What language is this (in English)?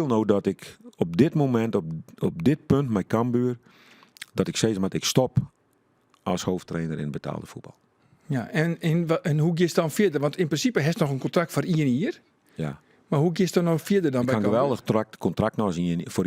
Western Frisian